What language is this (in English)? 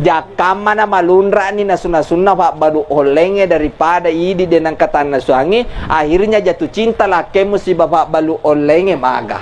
Buginese